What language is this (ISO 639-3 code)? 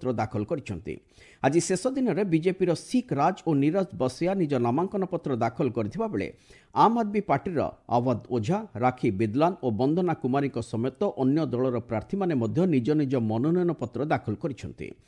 ori